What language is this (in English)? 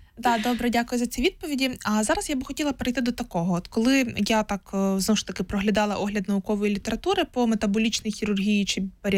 Ukrainian